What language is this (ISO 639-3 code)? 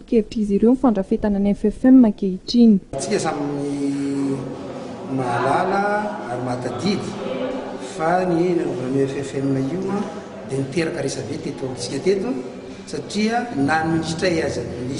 mlg